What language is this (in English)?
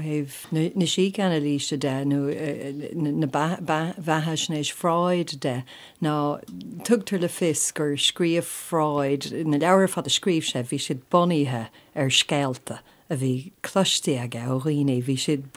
Irish